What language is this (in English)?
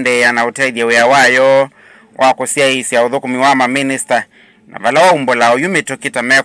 Kamba